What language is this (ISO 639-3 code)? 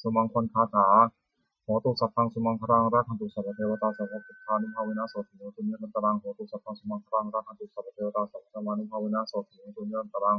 pli